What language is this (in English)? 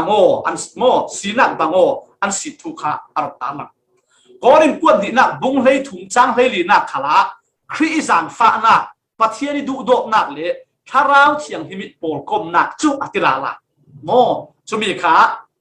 Falam Chin